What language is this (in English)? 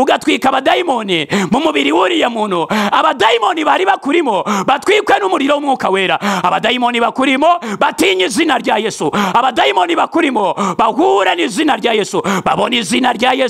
Kinyarwanda